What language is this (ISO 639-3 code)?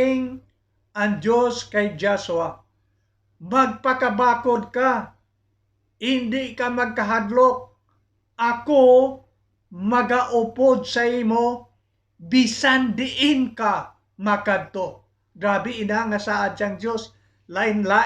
hil